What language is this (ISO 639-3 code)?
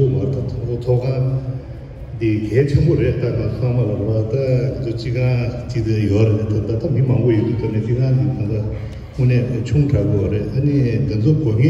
bod